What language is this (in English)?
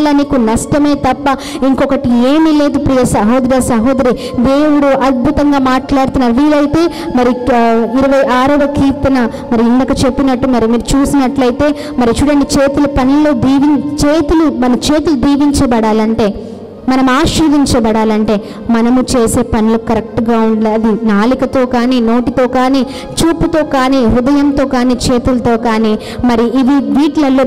Telugu